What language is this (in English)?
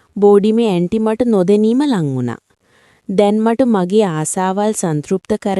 Sinhala